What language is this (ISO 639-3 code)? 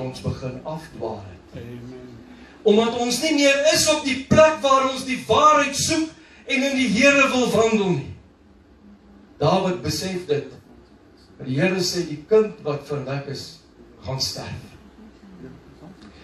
afr